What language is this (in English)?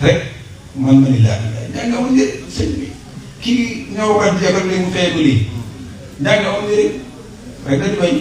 Wolof